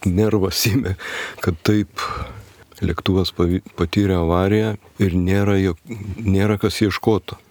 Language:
Lithuanian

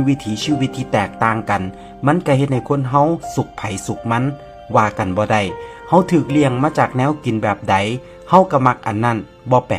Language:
Northeastern Thai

